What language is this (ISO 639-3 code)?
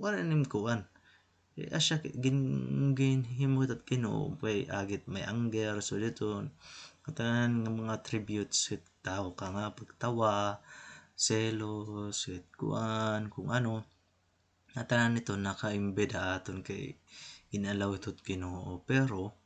war